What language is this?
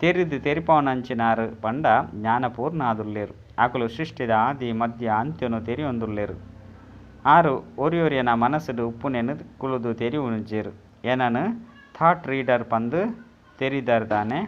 Tulu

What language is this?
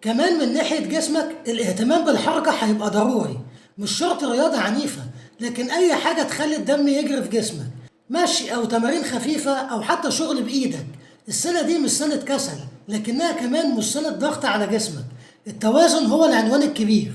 Egyptian Arabic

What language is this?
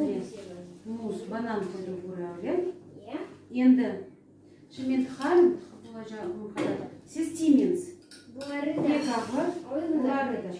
Crimean Tatar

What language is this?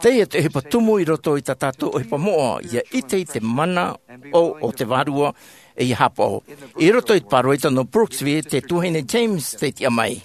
Tahitian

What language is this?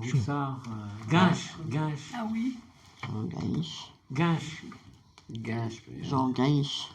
Breton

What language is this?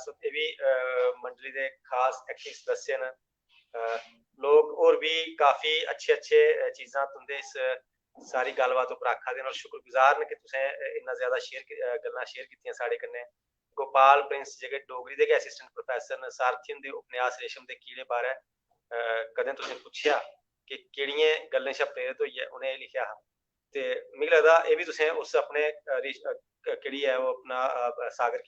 Dogri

